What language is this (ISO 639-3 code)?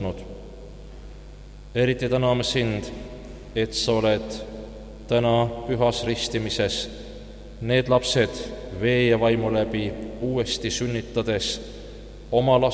est